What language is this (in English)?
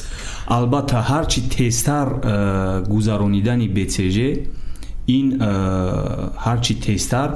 Tajik